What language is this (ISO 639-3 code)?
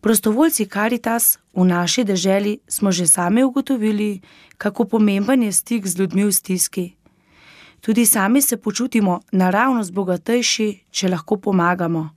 slv